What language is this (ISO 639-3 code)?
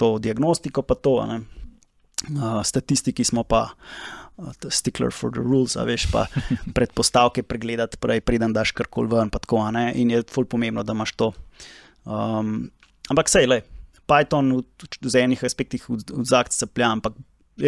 slv